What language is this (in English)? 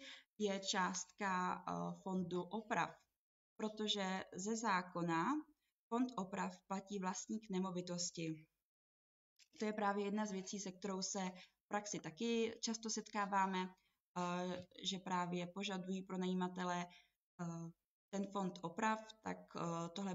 Czech